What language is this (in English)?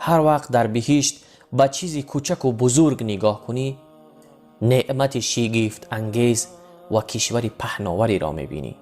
Tajik